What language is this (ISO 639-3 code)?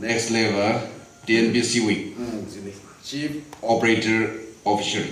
nmf